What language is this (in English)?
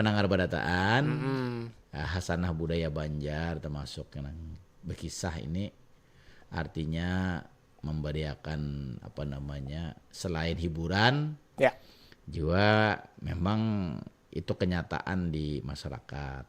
Banjar